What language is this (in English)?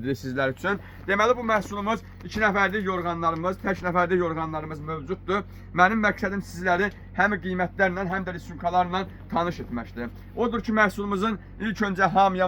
Azerbaijani